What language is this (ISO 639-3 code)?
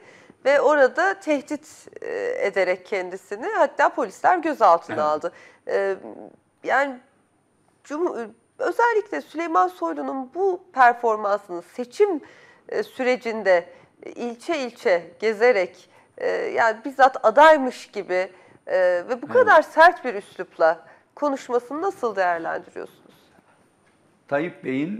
tur